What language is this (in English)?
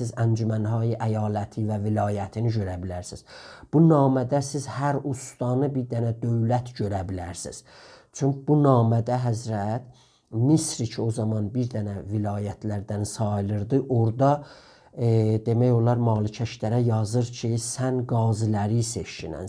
South Azerbaijani